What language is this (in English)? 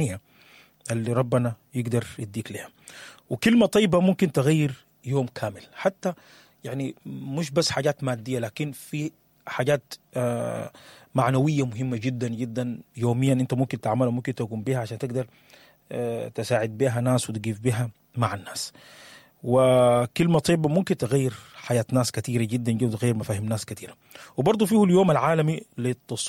Sudanese Arabic